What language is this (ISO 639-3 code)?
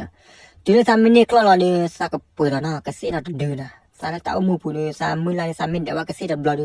ksw